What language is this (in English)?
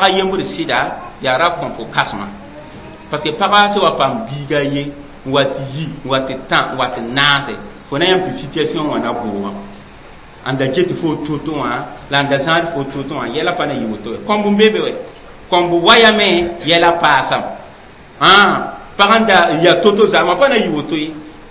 Mossi